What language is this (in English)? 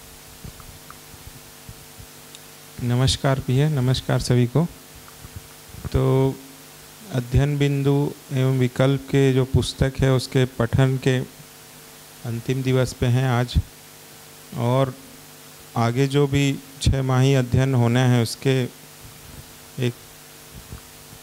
Hindi